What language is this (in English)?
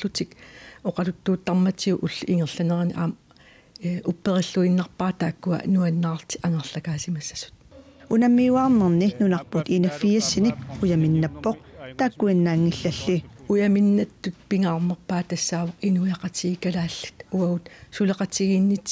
Kalaallisut